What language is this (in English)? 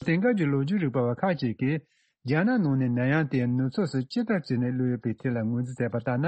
Tibetan